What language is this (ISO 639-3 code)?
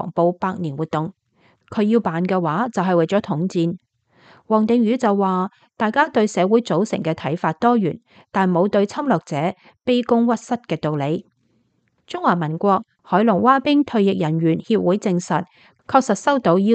yue